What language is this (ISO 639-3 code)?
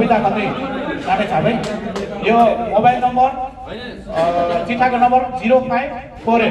nep